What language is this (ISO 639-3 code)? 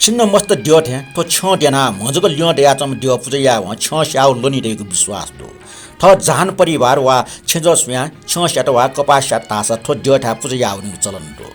new